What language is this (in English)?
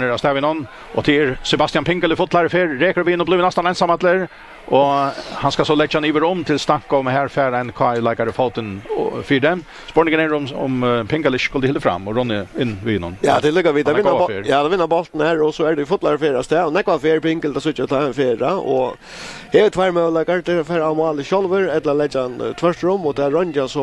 Faroese